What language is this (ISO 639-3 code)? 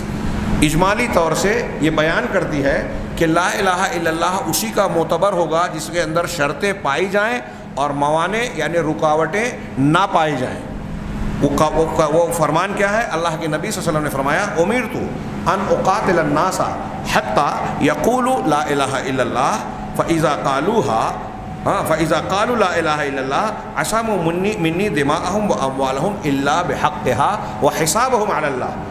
urd